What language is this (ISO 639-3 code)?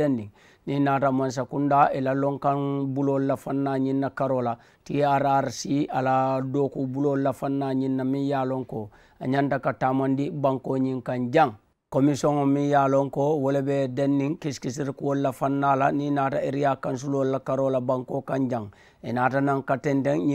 man